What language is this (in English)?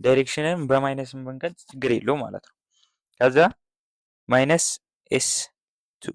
Amharic